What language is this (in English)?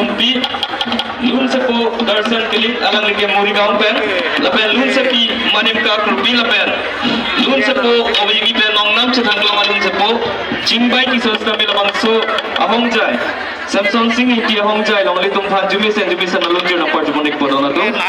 Karbi